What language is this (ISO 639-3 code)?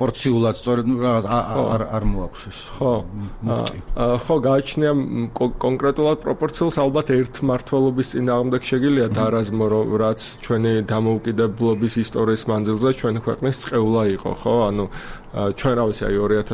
kat